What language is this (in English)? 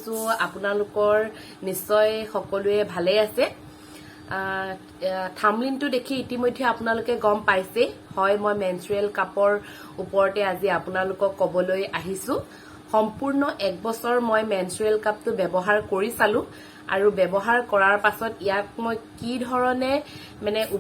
Assamese